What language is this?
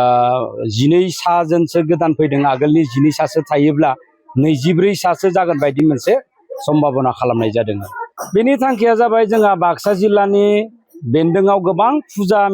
Bodo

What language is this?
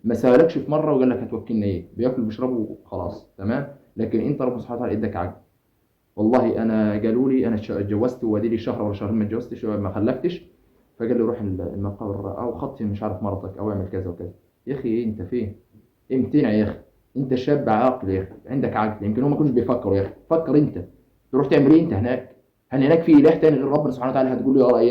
Egyptian Arabic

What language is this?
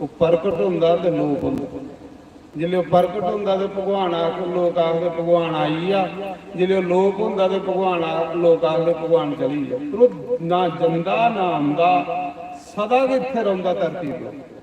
Dogri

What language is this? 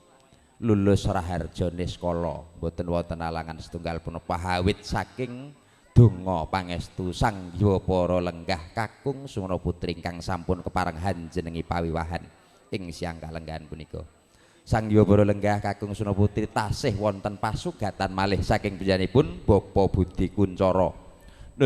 Javanese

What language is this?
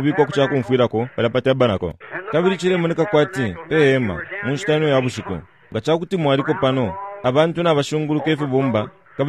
Bemba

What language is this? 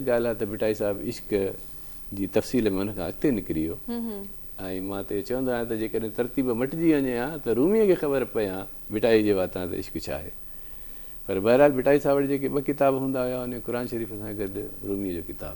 Sindhi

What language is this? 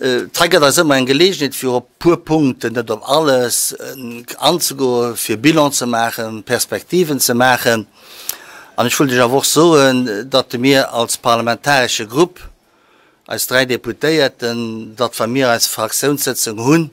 Luxembourgish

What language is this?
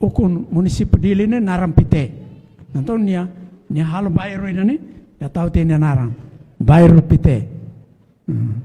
Tetum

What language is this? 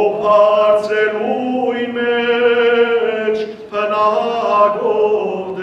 Western Armenian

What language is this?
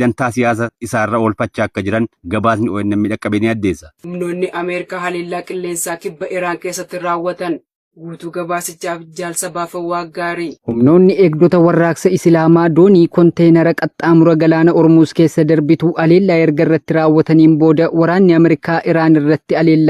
Oromo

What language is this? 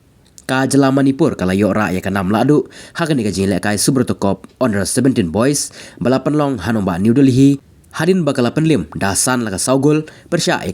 Khasi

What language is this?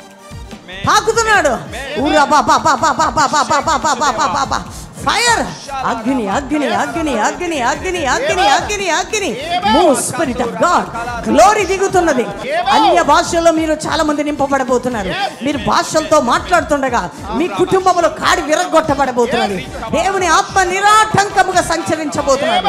Telugu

